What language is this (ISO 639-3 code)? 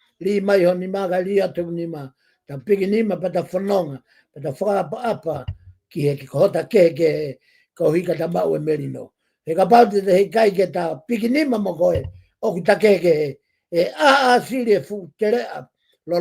ton